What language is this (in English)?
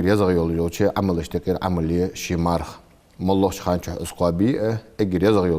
Ingush